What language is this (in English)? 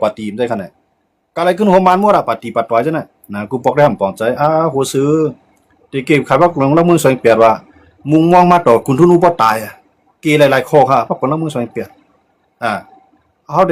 Shan